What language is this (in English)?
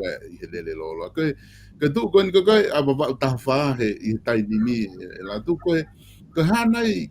Tongan